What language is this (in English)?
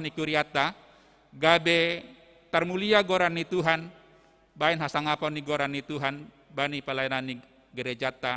Batak Simalungun